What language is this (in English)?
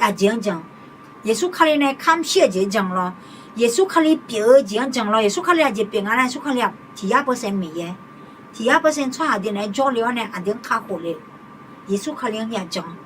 Akha